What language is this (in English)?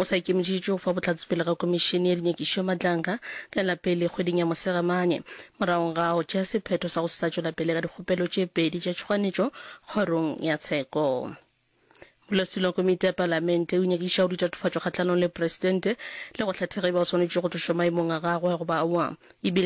Northern Sotho